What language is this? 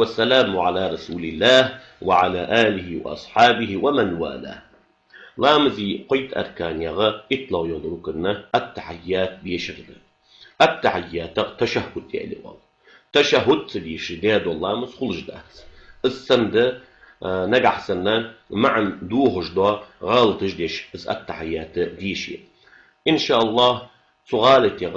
Ingush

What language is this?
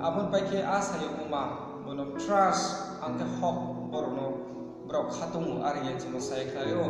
Riang (India)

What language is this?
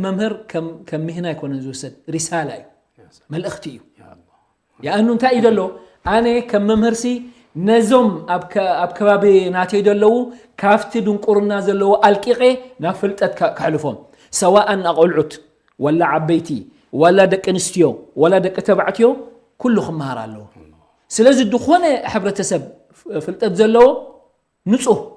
Tigrinya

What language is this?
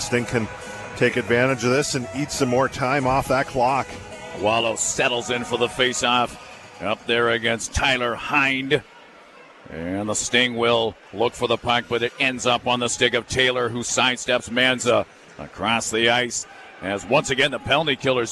English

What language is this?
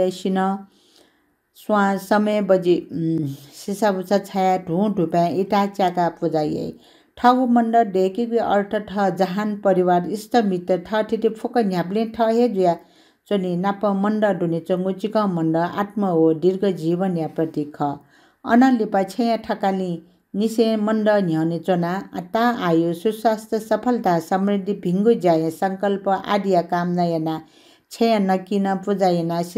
Newari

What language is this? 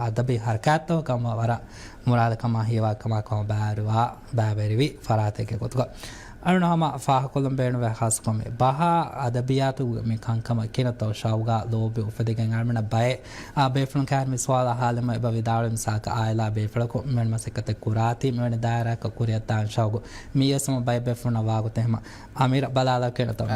Divehi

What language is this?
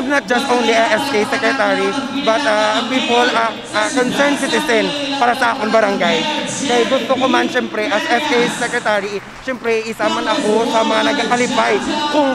Hiligaynon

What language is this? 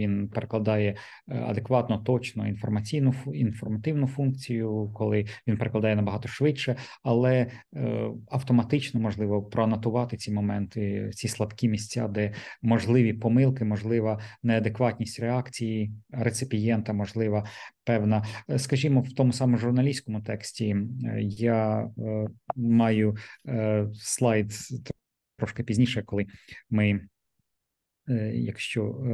Ukrainian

